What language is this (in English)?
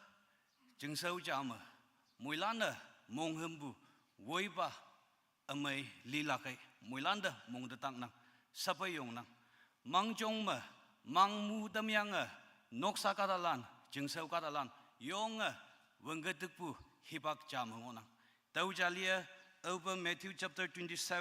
Konyak Naga